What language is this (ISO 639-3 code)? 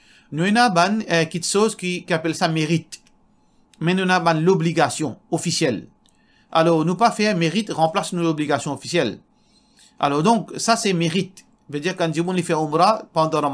mfe